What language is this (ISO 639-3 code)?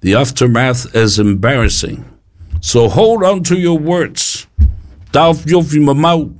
smo